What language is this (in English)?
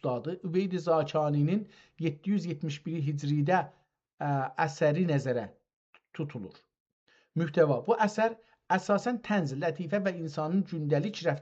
South Azerbaijani